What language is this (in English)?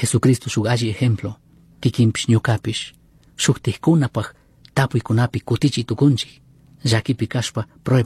Chimborazo Highland Quichua